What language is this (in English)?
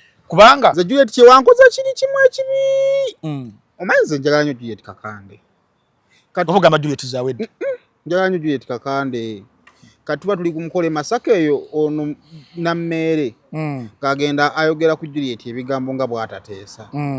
Ganda